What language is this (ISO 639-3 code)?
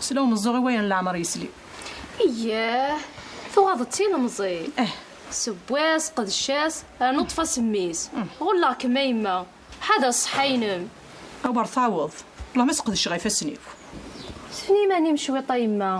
kab